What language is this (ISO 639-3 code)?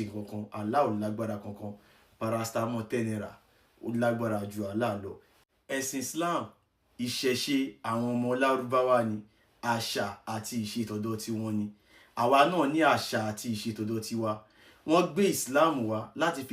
yor